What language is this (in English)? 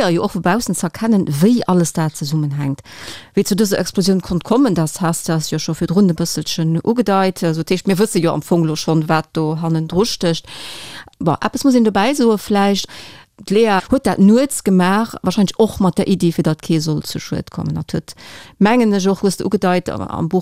Luxembourgish